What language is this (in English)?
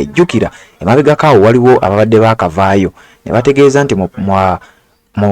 Ganda